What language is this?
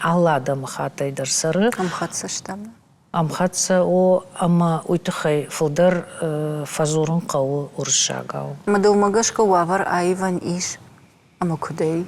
Ossetic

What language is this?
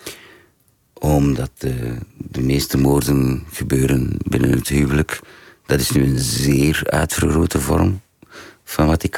Dutch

